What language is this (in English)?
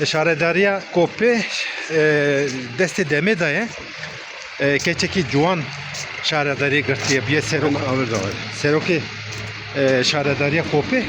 Kurdish